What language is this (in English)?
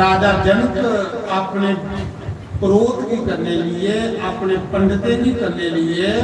Dogri